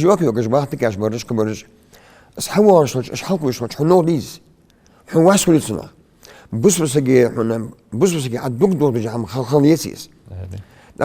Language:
Ingush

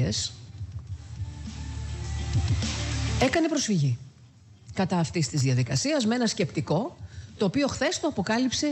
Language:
Greek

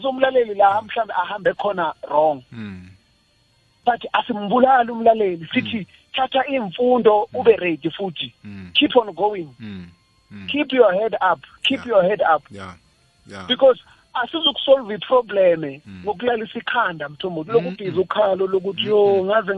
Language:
South Ndebele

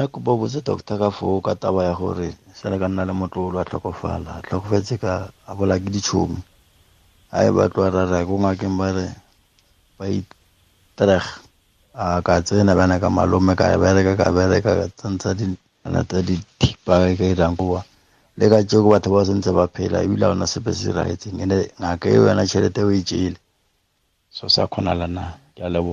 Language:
Tswana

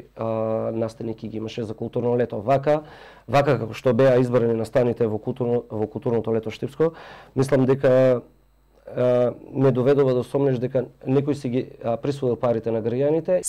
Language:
Macedonian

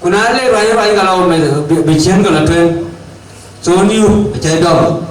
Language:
Dinka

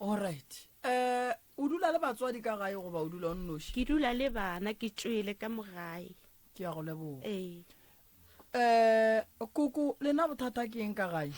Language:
Northern Sotho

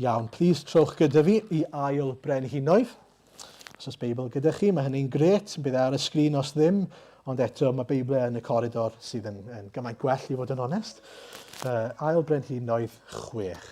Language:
Welsh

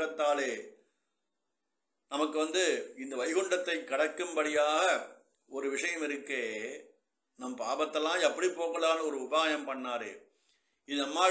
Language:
Tamil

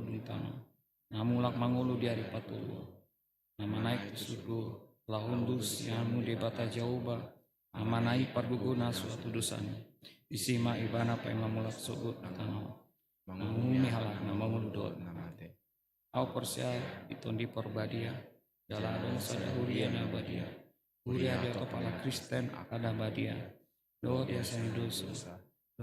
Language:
Batak Toba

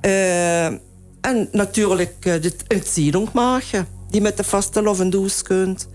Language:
Limburgish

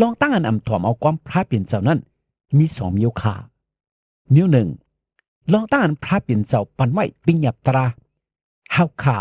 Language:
Shan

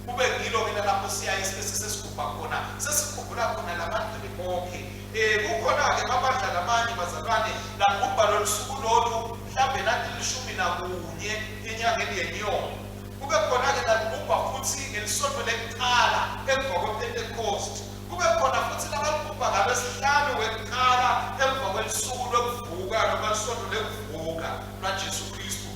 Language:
Swati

